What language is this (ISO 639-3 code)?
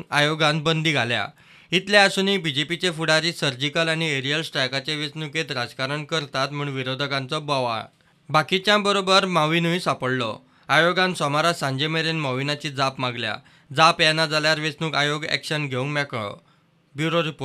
kok